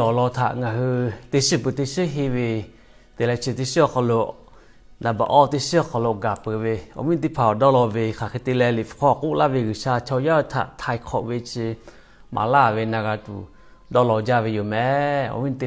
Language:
Lahu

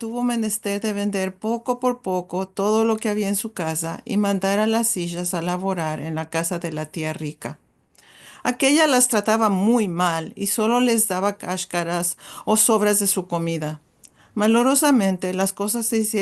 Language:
Ladino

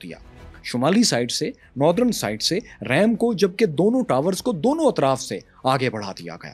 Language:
Urdu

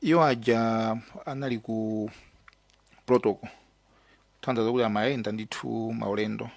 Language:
Nyanja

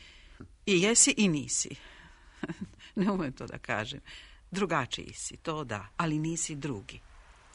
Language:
Serbian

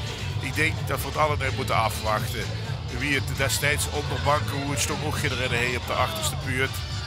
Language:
Limburgish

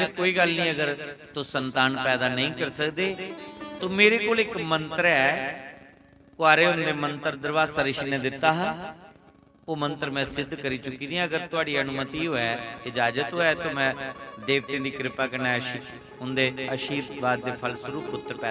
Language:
Dogri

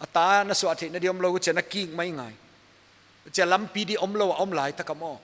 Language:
Paite Chin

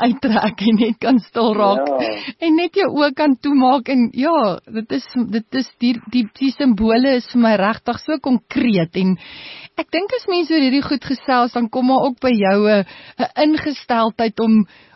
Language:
Afrikaans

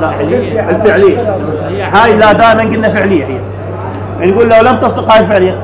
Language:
Mesopotamian Arabic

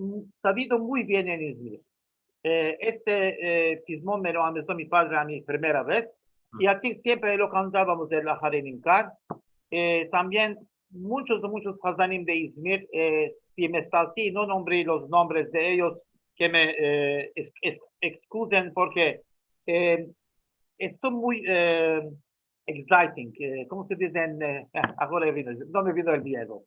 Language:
Ladino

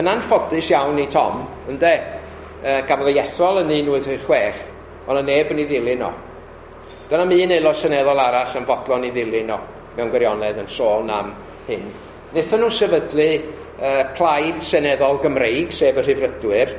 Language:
Welsh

